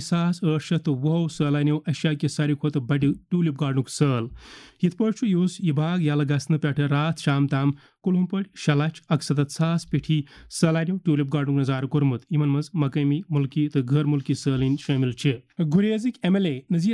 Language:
Kashmiri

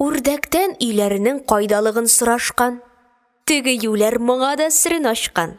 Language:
Tatar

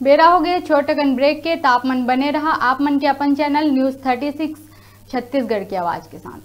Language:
Chhattisgarhi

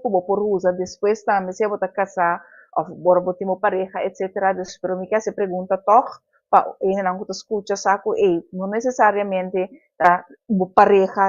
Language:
Papiamento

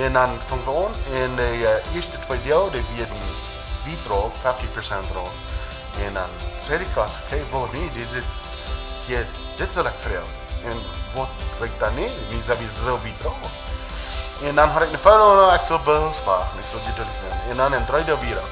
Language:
Plautdietsch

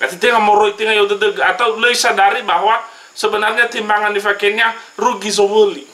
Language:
Nias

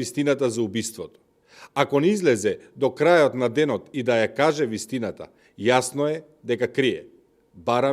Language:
Macedonian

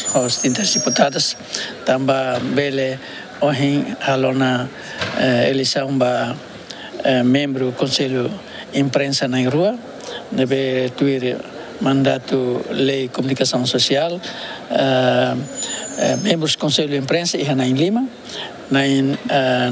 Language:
Tetum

